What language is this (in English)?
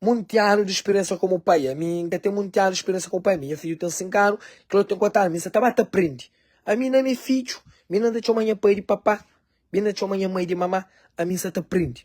Kabuverdianu